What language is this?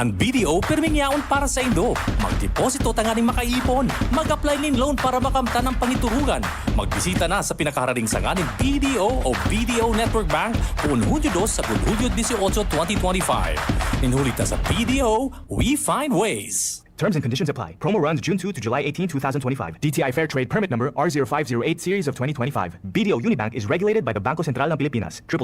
Bikol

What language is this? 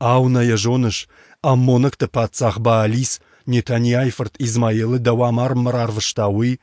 Ossetic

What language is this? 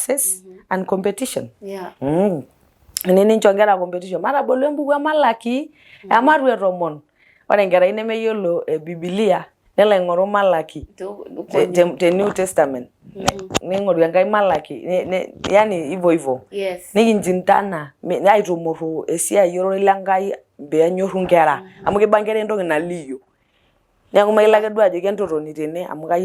Masai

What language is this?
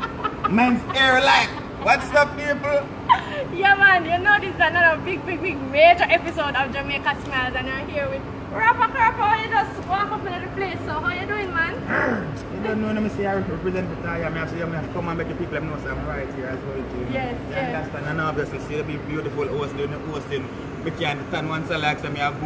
Jamaican Creole English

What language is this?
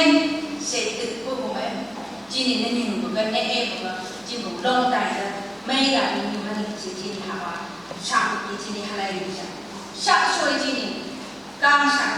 Phom Naga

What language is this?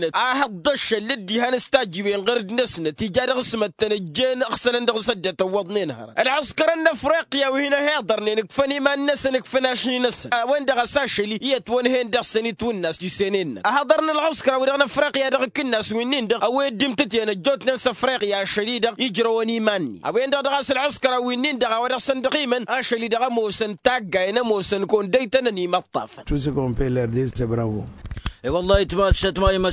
Tamasheq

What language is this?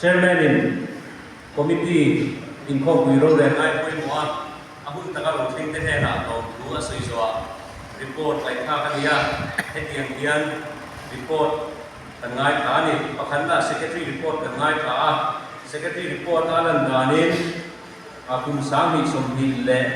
Mizo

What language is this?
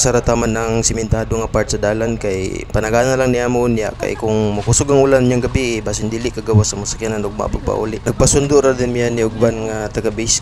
Cebuano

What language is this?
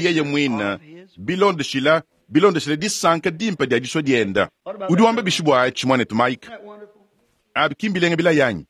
Luba-Lulua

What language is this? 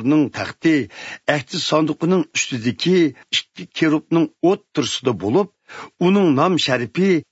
Uyghur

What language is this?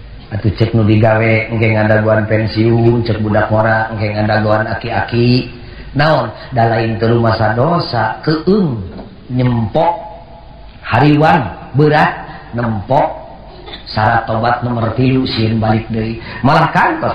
Sundanese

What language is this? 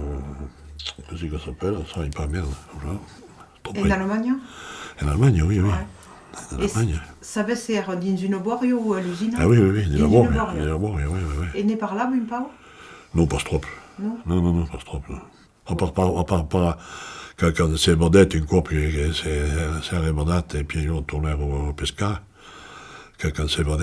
Occitan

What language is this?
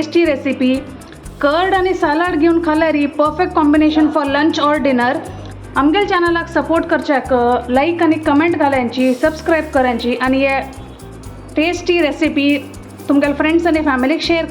Konkani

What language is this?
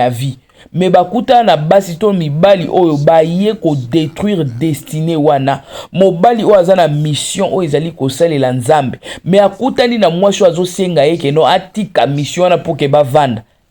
Lingala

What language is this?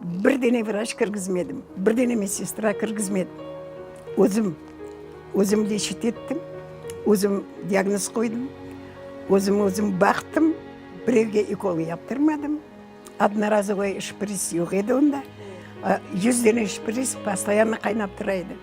Crimean Tatar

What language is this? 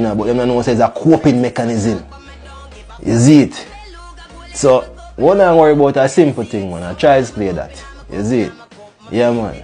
Jamaican Creole English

